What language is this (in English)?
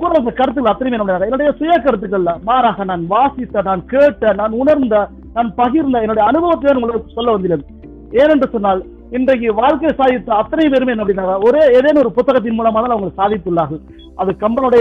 Tamil